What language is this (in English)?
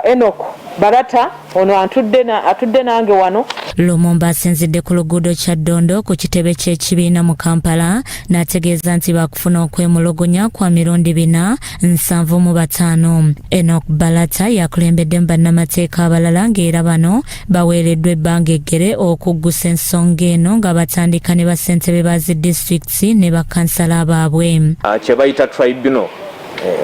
Ganda